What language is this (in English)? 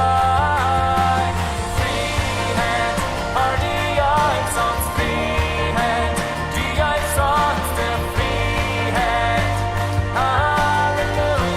Plautdietsch